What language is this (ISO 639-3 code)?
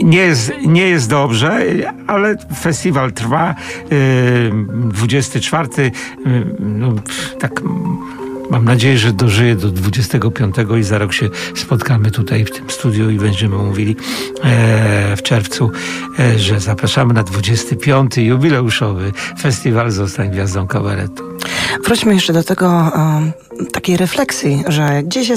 pol